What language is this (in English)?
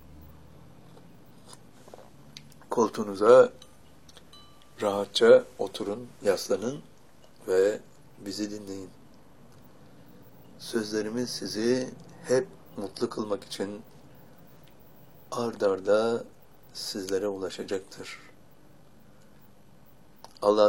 Turkish